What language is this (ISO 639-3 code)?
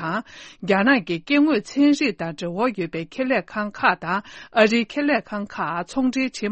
bod